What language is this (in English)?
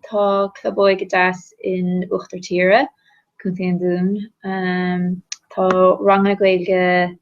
Irish